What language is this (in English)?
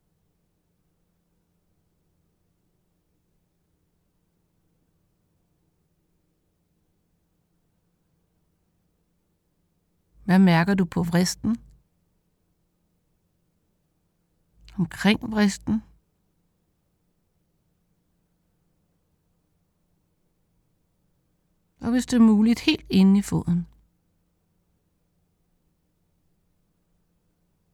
Danish